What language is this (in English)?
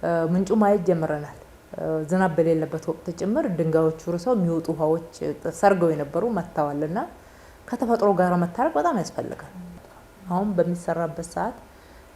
Amharic